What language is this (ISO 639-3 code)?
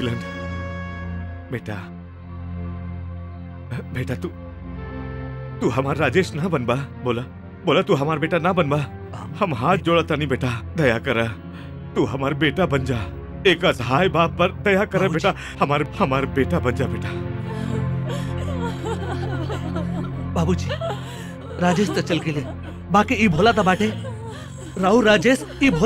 bho